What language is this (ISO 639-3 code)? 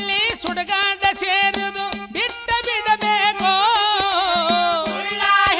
kan